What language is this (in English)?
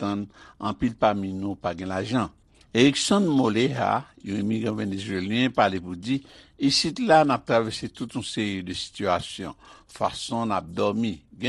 Haitian Creole